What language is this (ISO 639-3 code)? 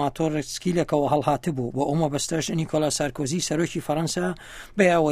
ckb